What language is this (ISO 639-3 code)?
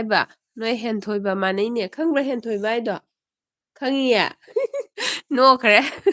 mni